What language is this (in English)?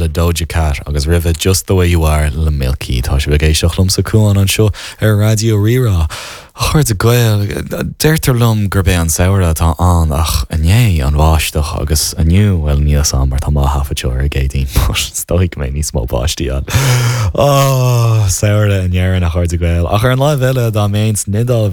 Irish